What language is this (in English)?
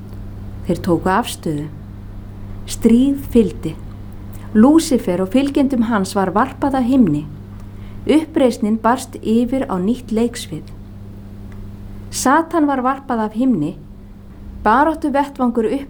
Icelandic